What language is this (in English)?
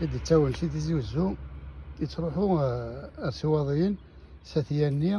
Kabyle